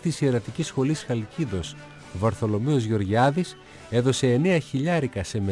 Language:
Greek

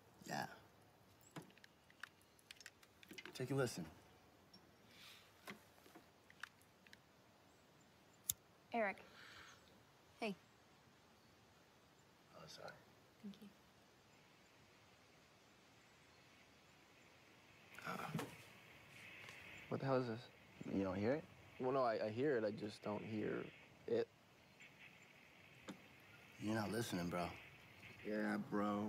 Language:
English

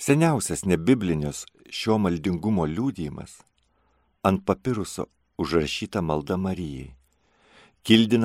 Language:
Lithuanian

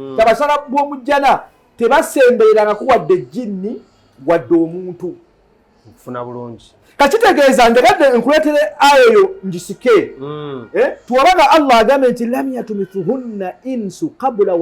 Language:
Ganda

